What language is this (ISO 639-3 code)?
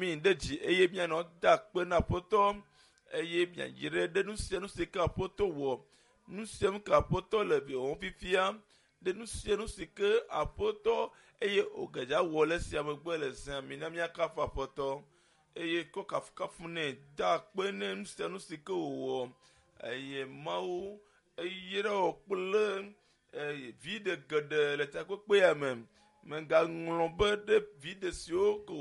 ewe